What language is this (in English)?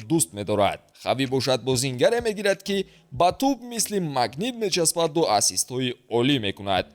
Tajik